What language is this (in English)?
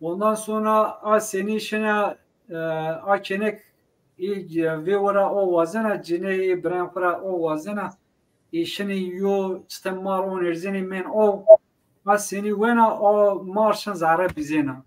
Zaza